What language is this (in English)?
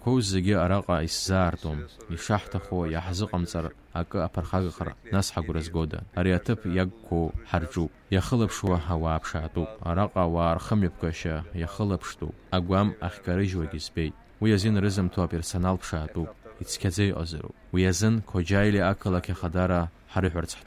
Abkhazian